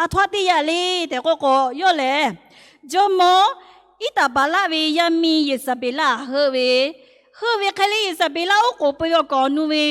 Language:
Lahu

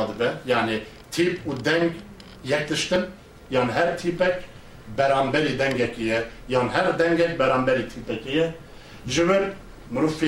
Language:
Kurdish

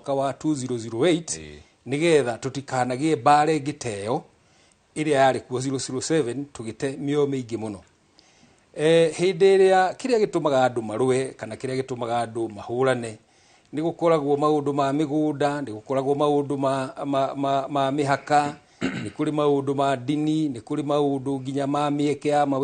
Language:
Kikuyu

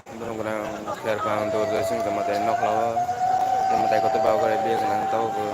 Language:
Kok Borok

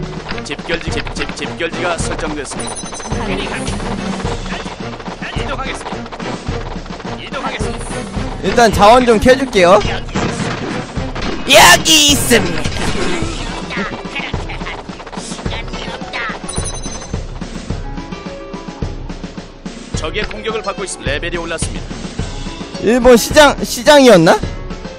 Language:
Korean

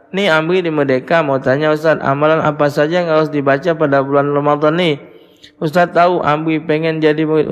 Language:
Musi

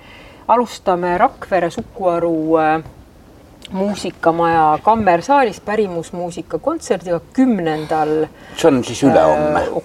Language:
Estonian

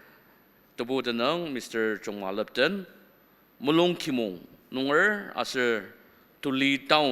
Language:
Ao Naga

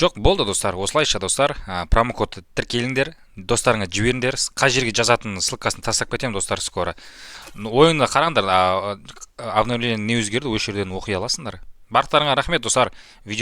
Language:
Kazakh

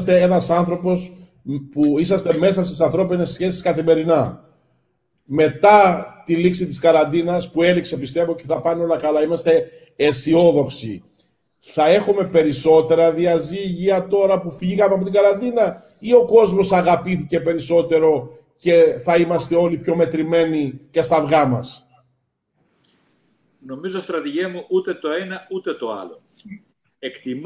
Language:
Greek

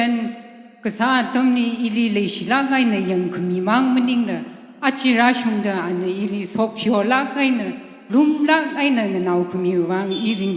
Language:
Tangkhul Naga (India)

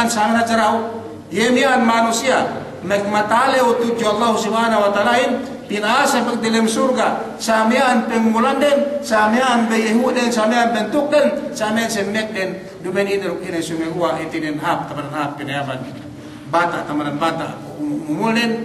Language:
Yakan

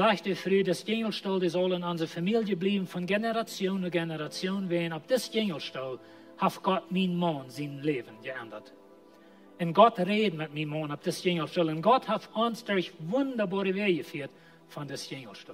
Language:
Plautdietsch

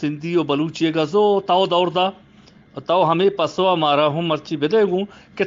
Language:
Eastern Balochi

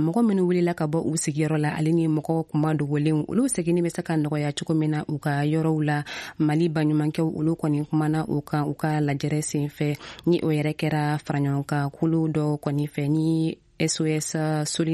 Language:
Bambara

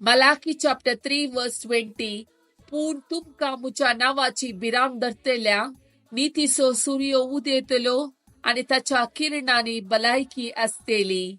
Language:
Konkani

